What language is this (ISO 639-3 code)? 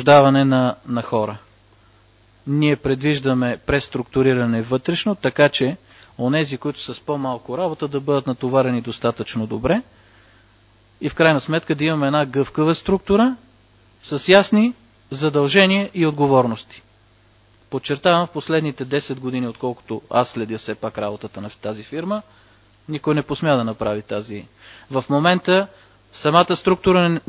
bul